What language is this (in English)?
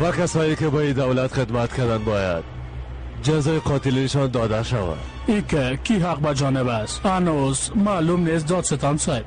Persian